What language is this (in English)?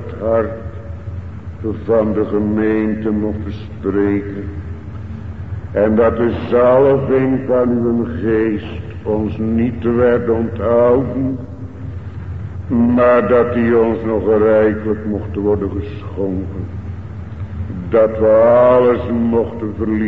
Dutch